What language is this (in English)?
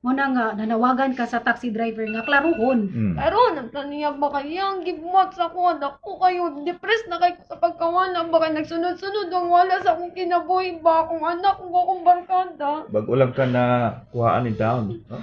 Cebuano